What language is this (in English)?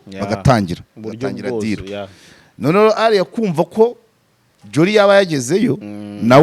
Kinyarwanda